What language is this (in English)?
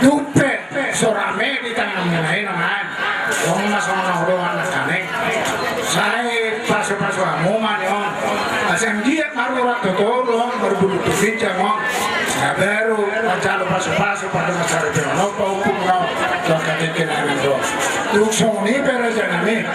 Batak Toba